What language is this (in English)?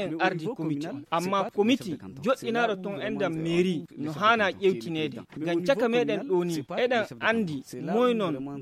Fula